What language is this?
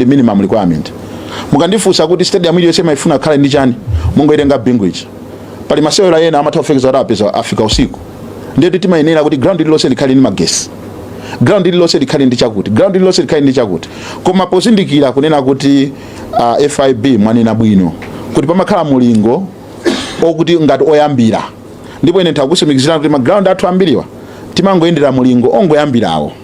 Nyanja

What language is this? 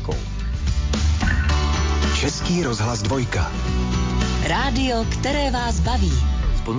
Czech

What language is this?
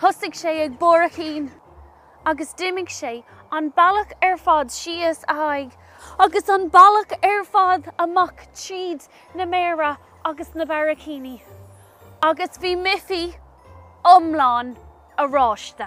Irish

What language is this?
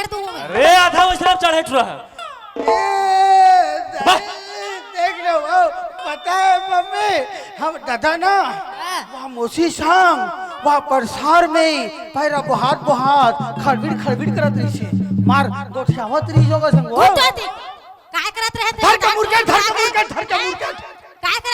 Chhattisgarhi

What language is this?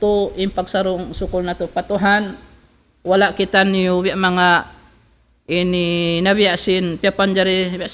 Tausug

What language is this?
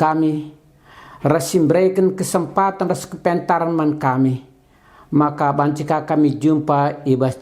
Batak Karo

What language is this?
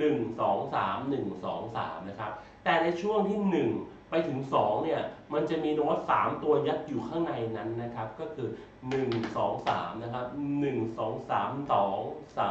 Thai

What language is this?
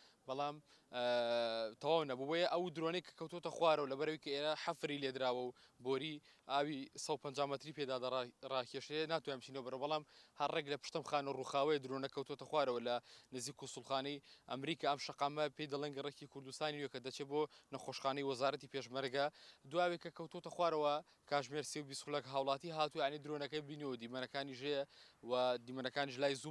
Central Kurdish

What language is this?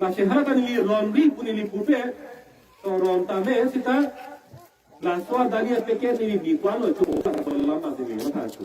Karbi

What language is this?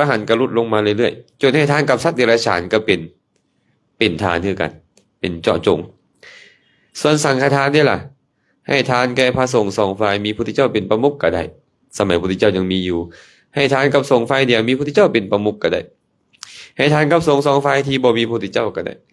Lao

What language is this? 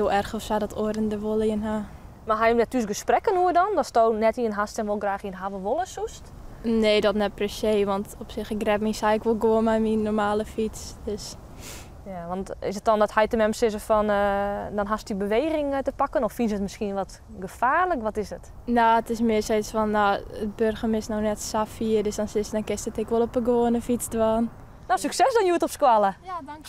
Western Frisian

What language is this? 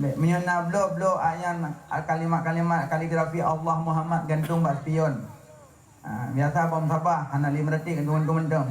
Achinese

